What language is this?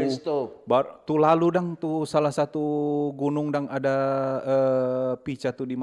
Manado Malay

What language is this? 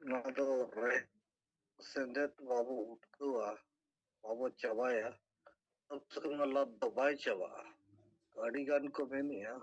Santali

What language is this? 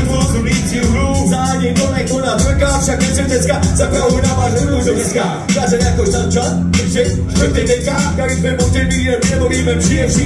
Czech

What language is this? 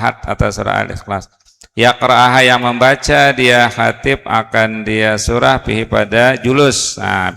Banjar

